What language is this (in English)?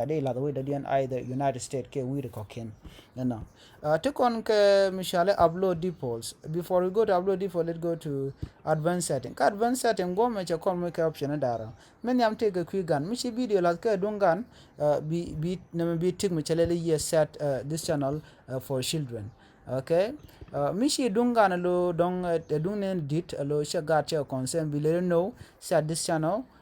Nuer